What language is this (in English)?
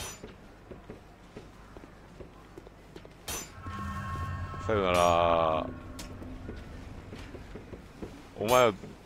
Japanese